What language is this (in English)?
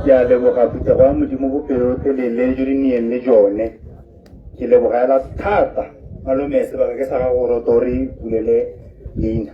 Tswana